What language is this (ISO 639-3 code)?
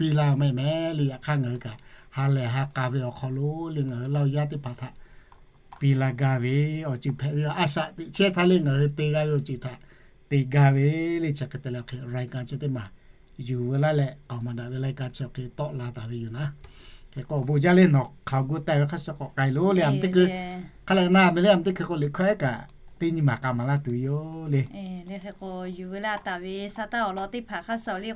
lhu